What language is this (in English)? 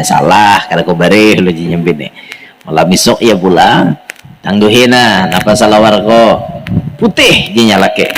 Banjar